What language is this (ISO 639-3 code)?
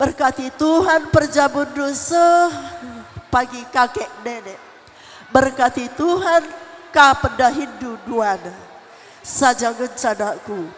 btx